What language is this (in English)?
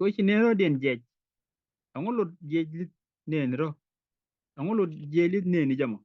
Nuer